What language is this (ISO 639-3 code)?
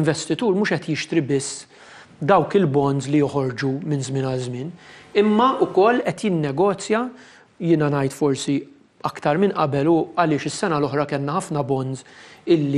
mlt